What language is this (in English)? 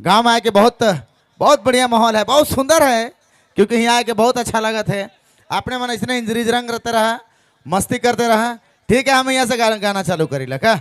Sadri